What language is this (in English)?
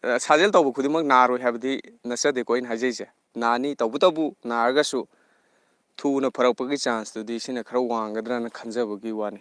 Manipuri